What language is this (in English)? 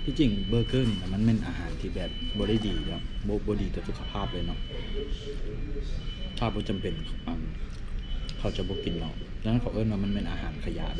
Lao